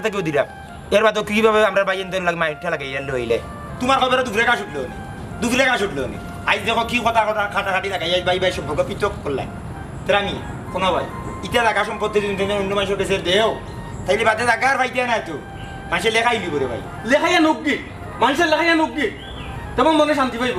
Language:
Sylheti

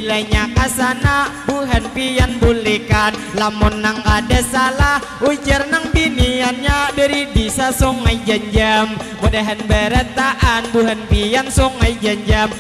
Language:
Banjar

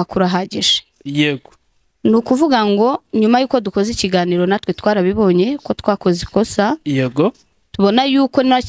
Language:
Kinyarwanda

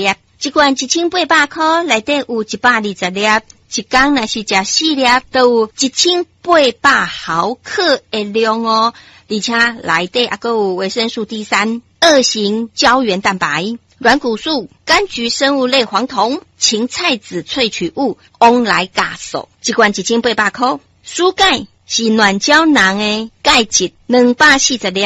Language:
Min Nan Chinese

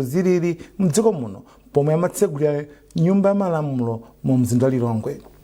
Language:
Nyanja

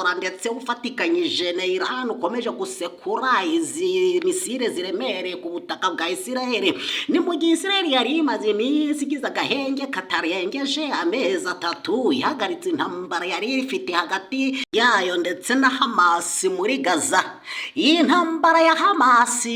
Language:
Kinyarwanda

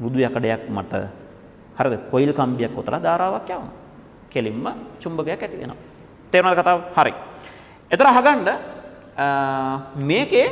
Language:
Sinhala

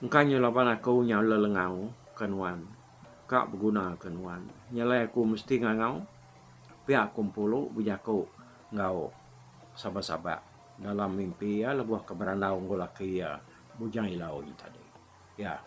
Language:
Iban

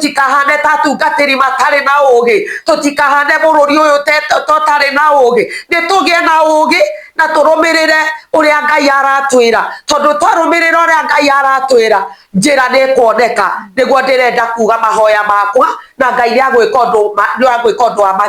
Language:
Kikuyu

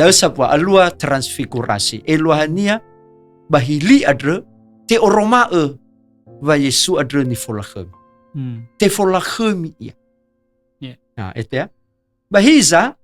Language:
Nias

